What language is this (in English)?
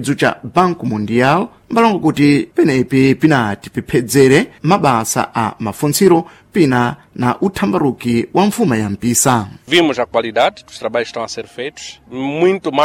Sena